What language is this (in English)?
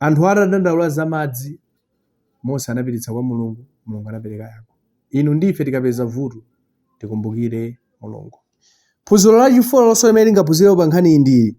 Nyanja